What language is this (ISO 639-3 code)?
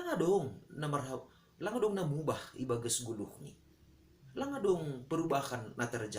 bts